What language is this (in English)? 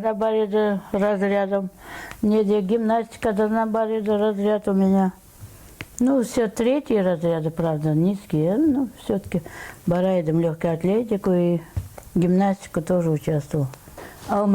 Crimean Tatar